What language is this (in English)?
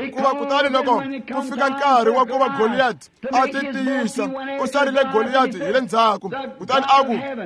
Tsonga